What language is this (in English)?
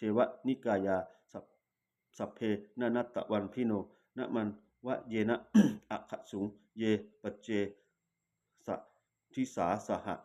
Pali